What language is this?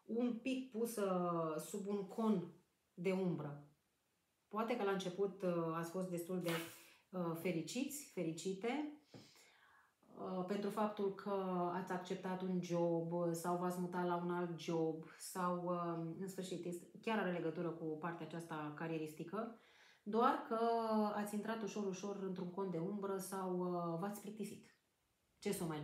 Romanian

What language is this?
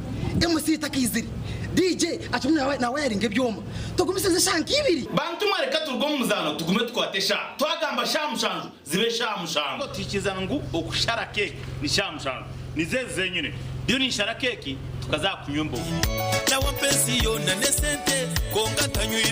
Nyankole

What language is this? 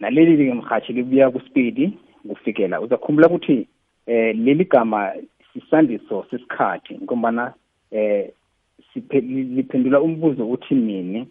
South Ndebele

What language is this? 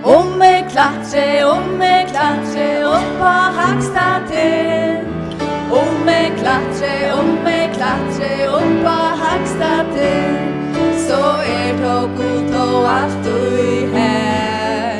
Faroese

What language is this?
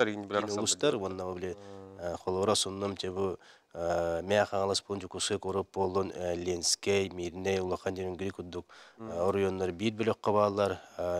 Yakut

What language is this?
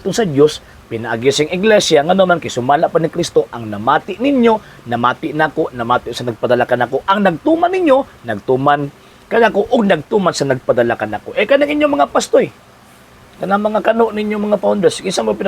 Cebuano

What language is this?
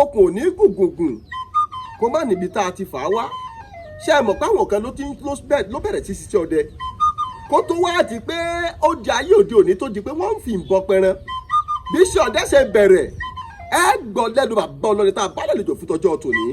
Yoruba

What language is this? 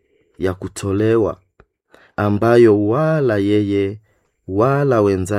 Swahili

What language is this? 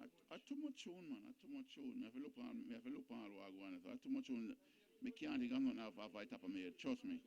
Jamaican Creole English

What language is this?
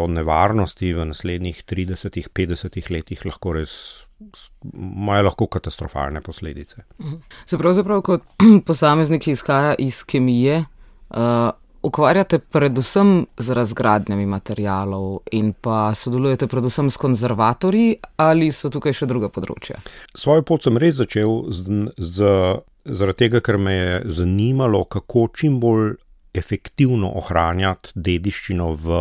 Slovenian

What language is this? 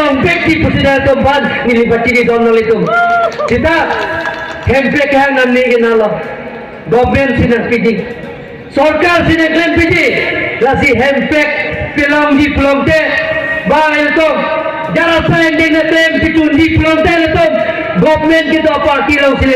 Karbi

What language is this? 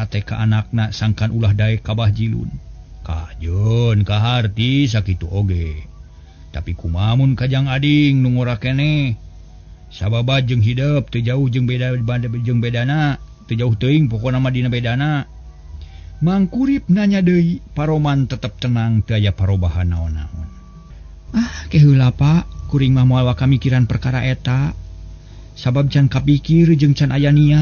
Sundanese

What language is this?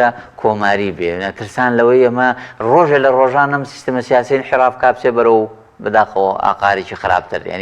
Central Kurdish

